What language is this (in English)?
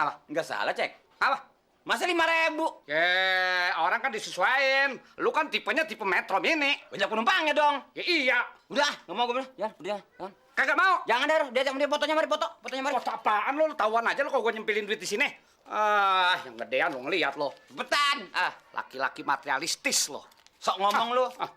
Betawi